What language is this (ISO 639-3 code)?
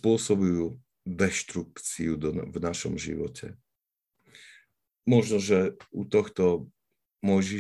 slk